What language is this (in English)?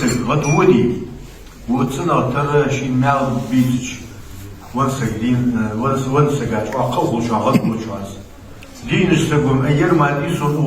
Ingush